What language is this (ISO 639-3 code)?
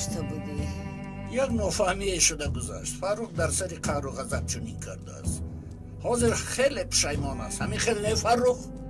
tgk